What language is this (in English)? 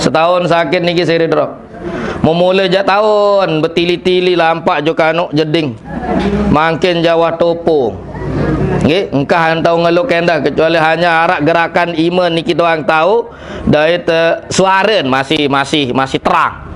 Sasak